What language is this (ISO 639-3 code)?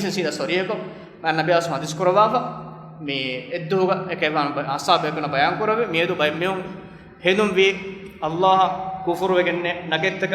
div